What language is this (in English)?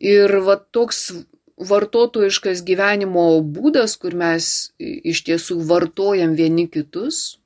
Lithuanian